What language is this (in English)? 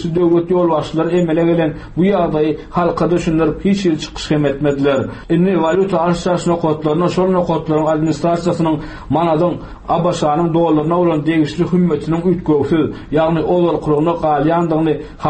Turkmen